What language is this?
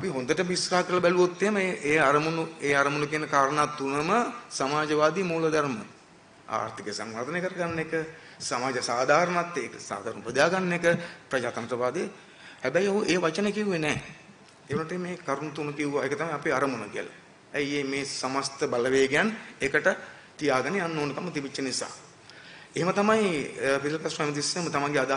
Sinhala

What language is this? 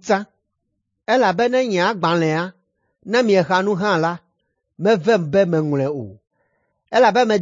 Ewe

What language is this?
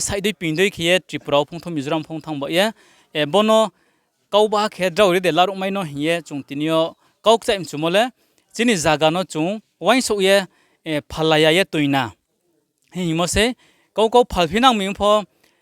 Riang (India)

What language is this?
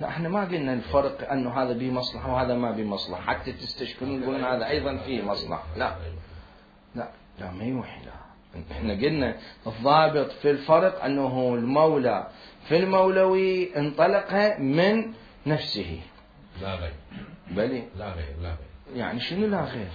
Mesopotamian Arabic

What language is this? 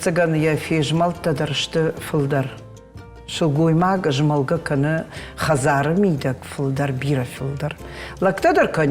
Ossetic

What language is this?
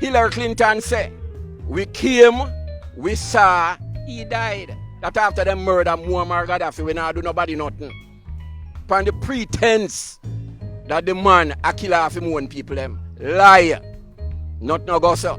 Jamaican Creole English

